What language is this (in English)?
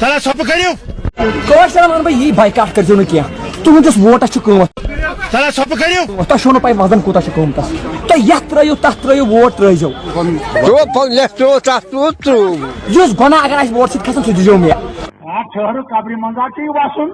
Kashmiri